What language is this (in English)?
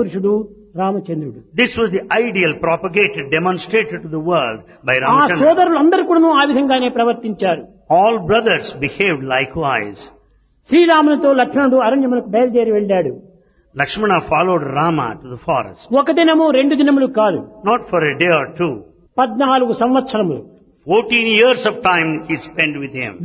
Telugu